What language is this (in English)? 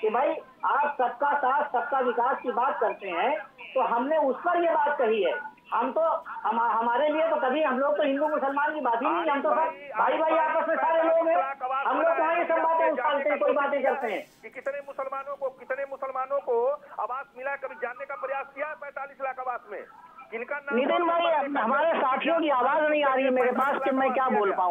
Hindi